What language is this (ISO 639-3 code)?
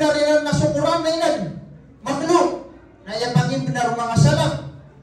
mrw